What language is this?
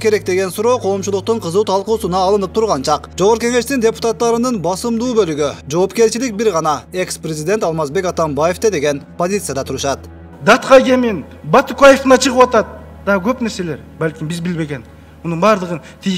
Kyrgyz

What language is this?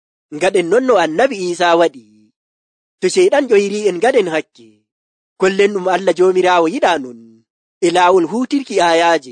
Nigerian Fulfulde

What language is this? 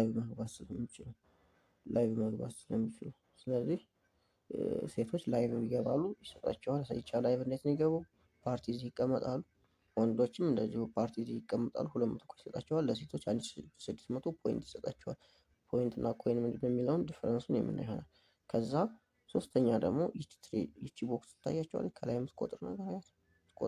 Amharic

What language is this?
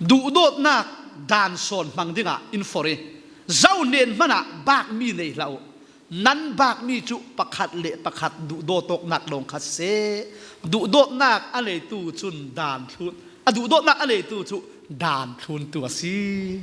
Falam Chin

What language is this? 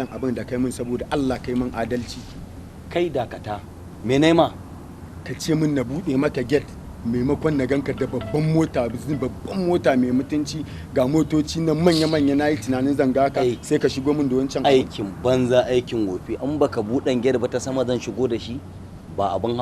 Hausa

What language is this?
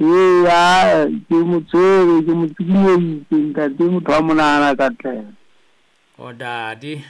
Southern Sotho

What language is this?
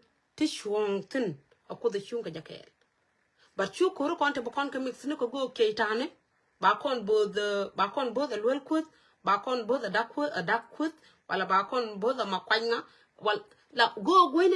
Nuer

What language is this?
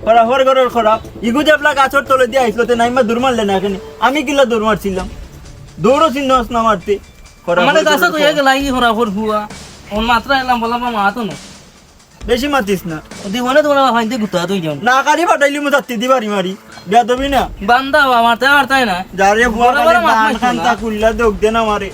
Sylheti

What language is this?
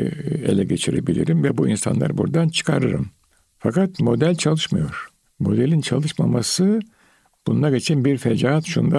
Turkish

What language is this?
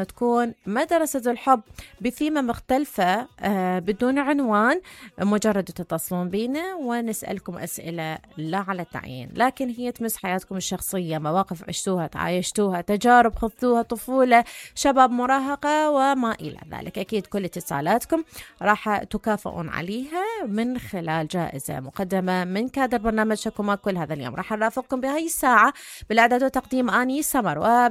Mesopotamian Arabic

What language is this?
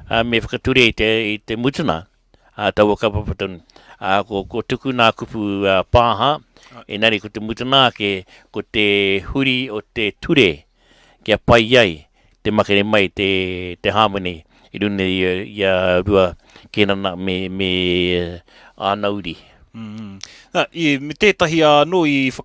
Māori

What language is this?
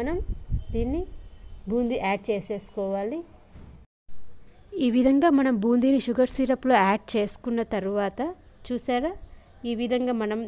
Telugu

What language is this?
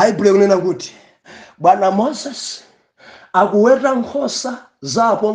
Nyanja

